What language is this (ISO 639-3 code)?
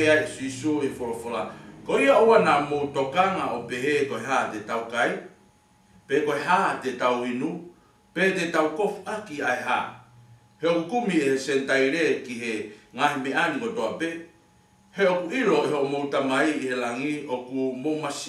ton